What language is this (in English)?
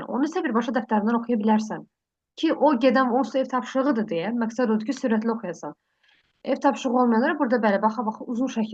Azerbaijani